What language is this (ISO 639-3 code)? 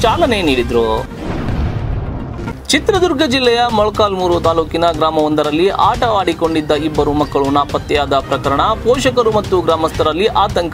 kan